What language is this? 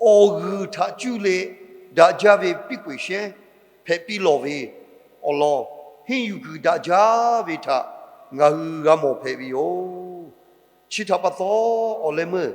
Lahu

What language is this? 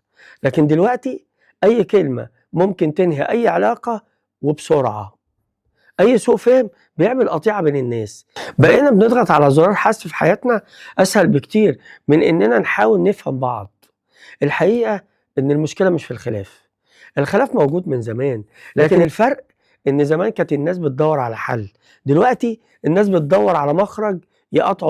Egyptian Arabic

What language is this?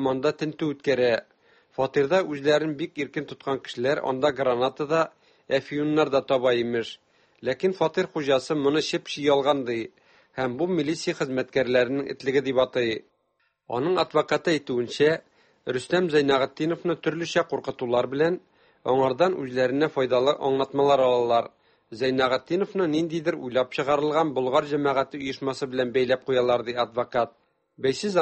Tatar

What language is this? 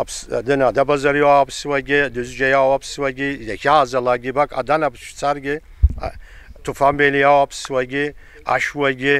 Abkhazian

